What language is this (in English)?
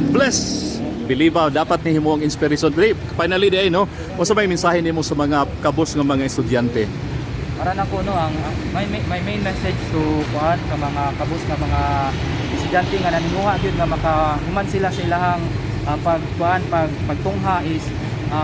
Cebuano